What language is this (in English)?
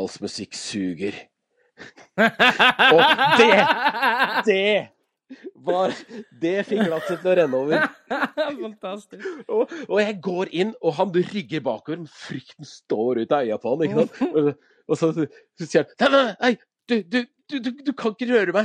Norwegian